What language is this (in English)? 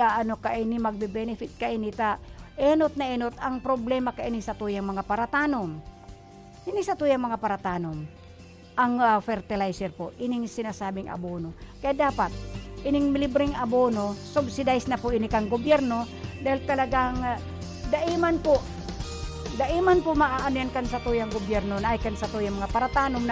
Bikol